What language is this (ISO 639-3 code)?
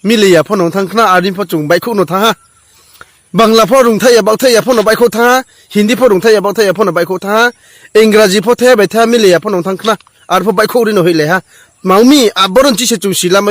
ria